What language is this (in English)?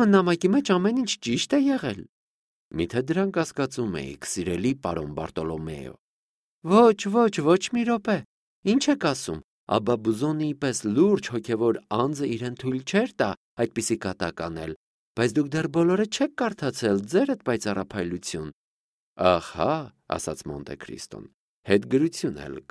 Armenian